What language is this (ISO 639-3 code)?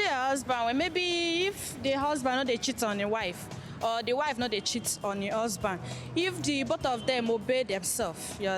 pcm